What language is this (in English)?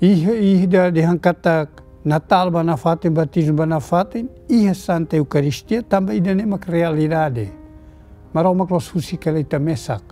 Tetum